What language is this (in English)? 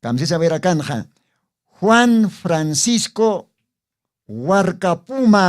Aymara